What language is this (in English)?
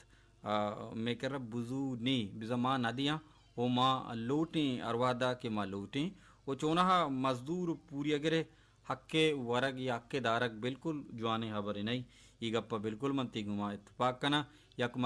Baluchi